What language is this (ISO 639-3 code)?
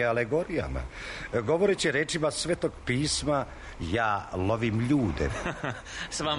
srp